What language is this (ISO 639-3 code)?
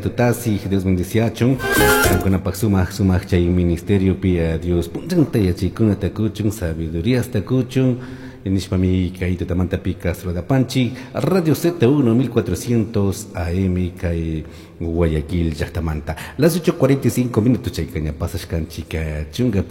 qug